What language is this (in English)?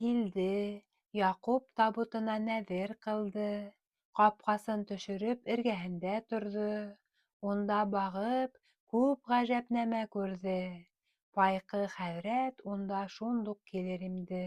Bashkir